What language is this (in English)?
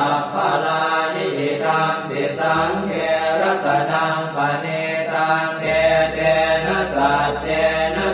Pali